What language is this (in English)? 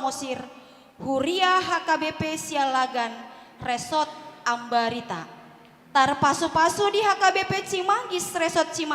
Batak Toba